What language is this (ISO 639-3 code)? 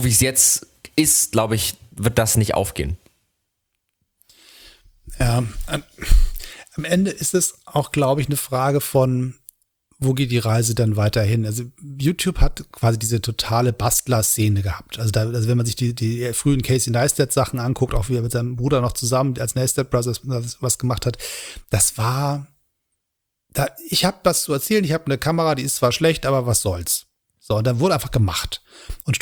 deu